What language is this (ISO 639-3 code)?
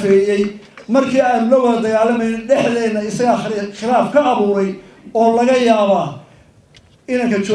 som